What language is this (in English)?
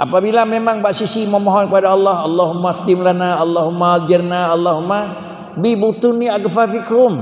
Achinese